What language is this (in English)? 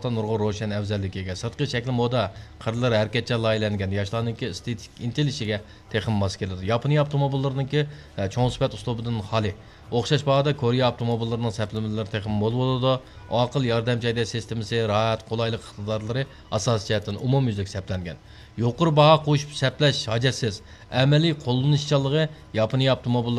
Uyghur